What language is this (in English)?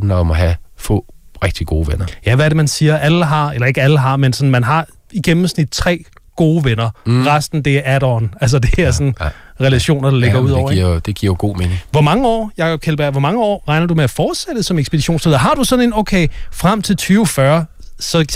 Danish